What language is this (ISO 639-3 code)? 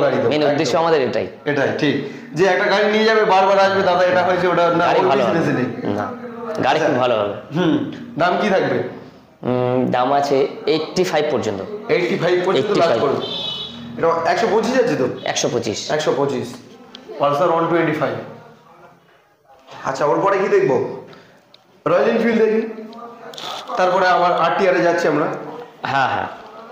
ben